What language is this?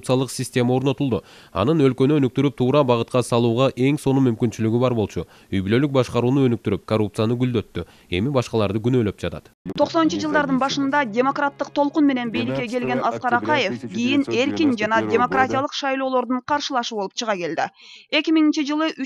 Kyrgyz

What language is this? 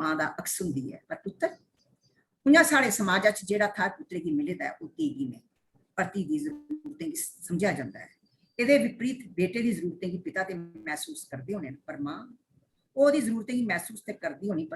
Dogri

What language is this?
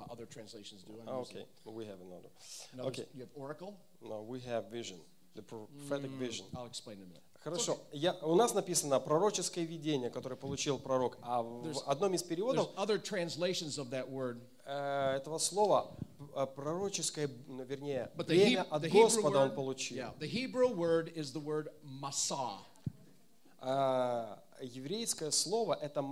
Russian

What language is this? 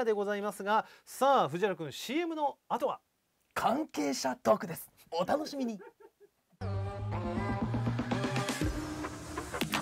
Japanese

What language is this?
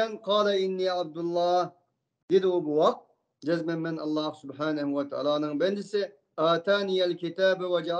Uyghur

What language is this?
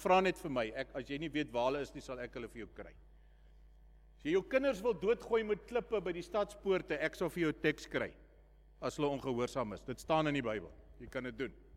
Afrikaans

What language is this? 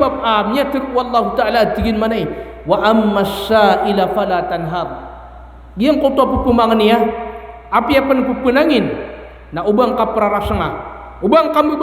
Maranao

